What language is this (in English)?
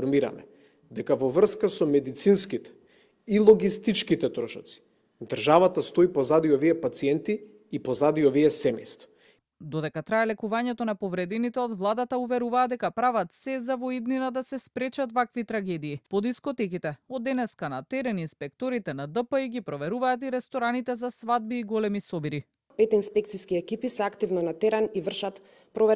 Macedonian